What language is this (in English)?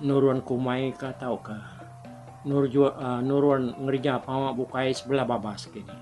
Iban